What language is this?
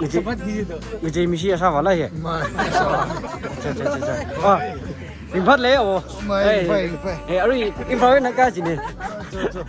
Tangkhul Naga (India)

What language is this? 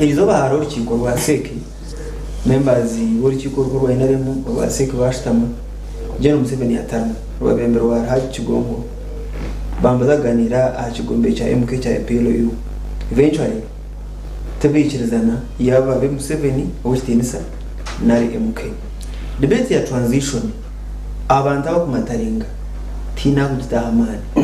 Nyankole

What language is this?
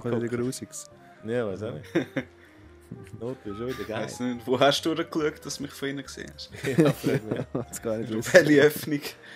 Swiss German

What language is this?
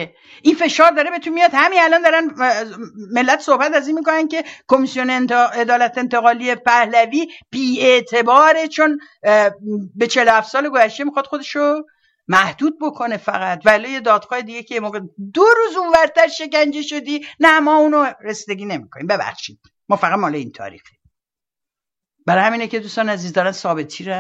Persian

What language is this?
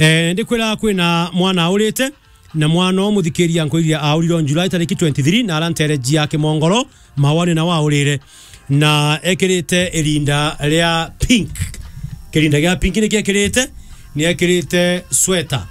Meru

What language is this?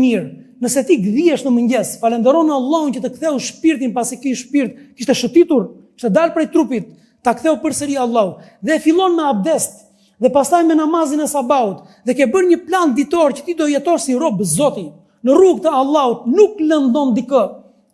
Albanian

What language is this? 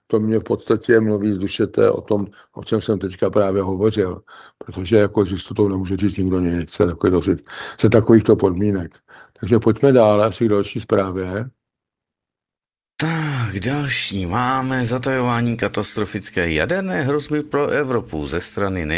Czech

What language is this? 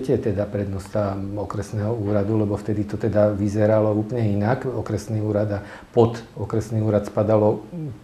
Slovak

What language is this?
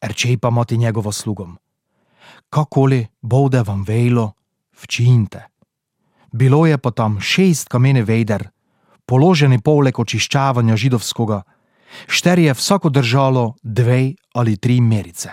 Slovenian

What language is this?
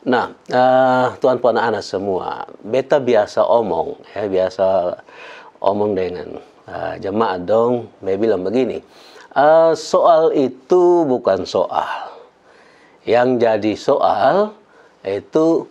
Kupang Malay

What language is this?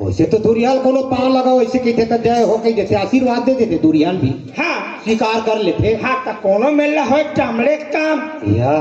Chhattisgarhi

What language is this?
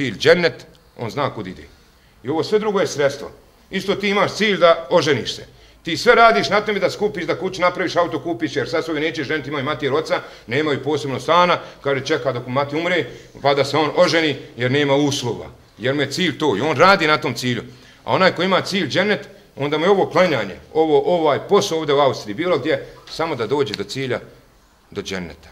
Bosnian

